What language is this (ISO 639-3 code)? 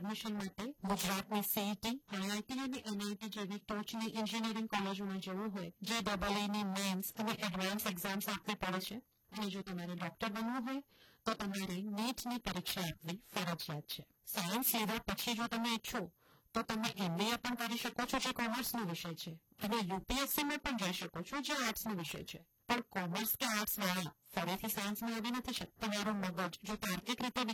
guj